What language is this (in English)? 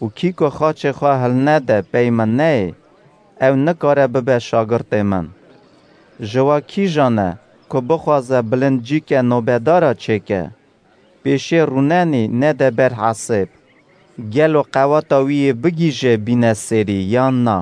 Kurdish